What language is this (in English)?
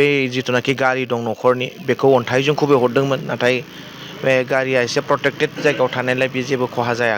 Bodo